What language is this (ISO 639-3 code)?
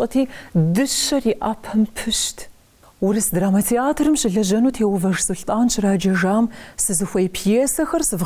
kbd